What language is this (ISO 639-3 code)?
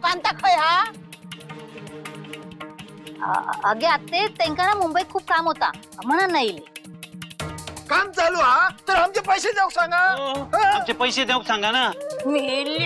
mar